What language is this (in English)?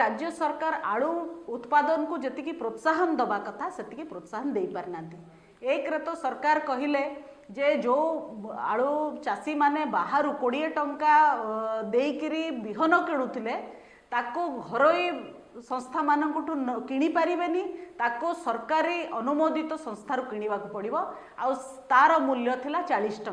Odia